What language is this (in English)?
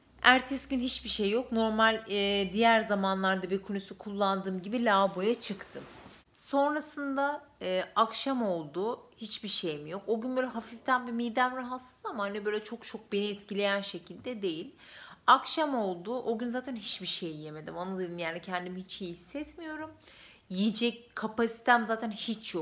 Turkish